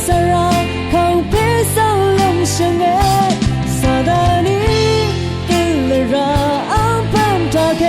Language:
Rawang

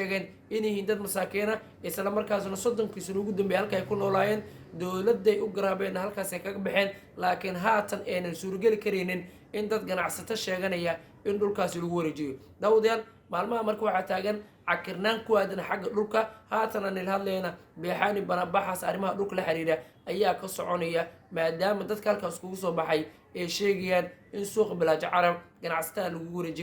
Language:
Somali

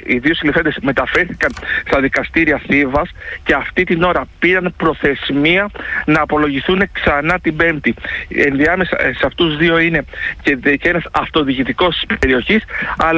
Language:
Greek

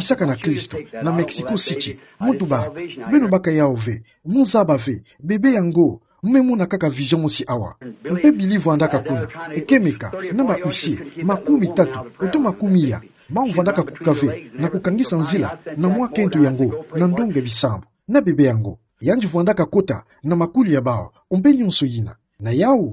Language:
Kituba (Democratic Republic of Congo)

